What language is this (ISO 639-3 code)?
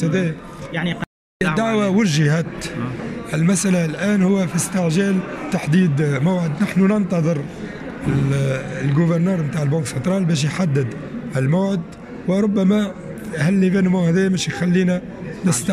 aeb